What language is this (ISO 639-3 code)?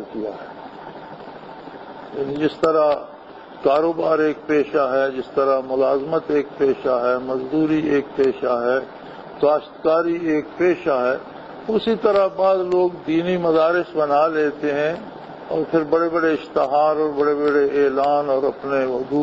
urd